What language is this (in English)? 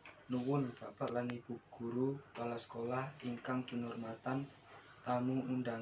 Javanese